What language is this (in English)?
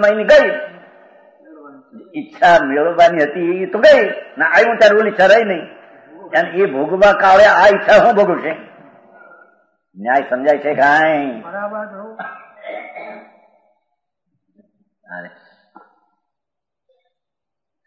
Gujarati